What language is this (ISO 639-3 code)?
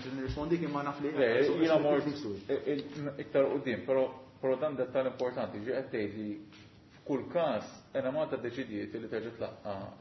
mlt